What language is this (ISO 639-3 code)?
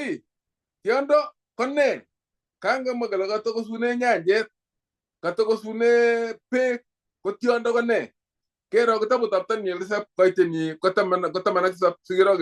kln